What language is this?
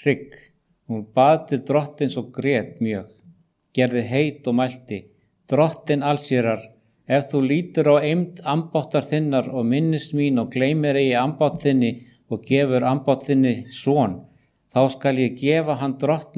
Icelandic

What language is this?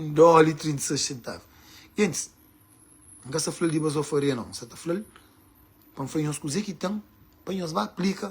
Kabuverdianu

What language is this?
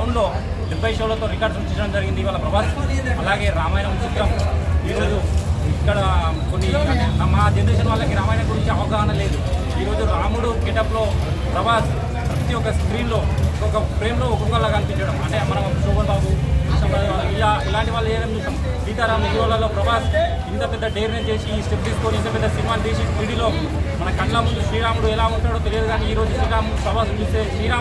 Telugu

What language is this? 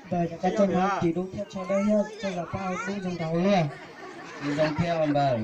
Hmong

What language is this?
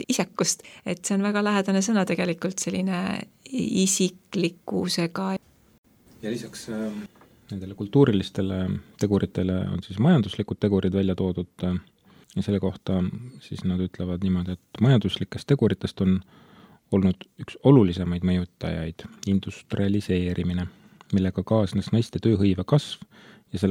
Estonian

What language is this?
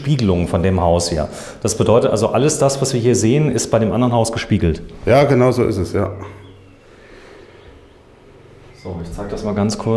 German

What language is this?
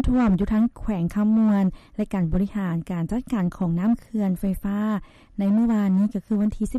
Lao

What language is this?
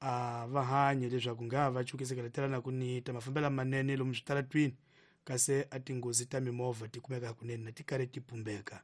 Tsonga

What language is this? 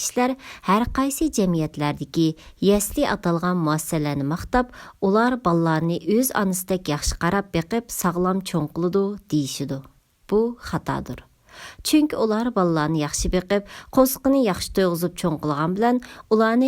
Uyghur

